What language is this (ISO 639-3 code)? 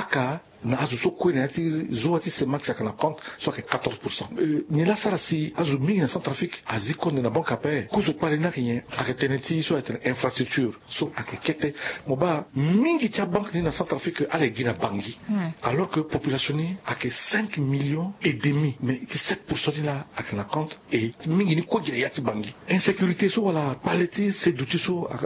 sag